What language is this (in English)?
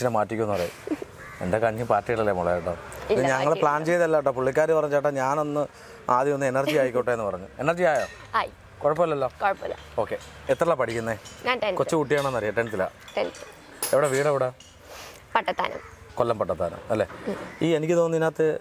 Malayalam